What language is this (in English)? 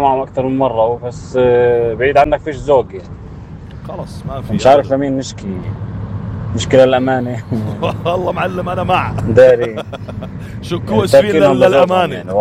North Levantine Arabic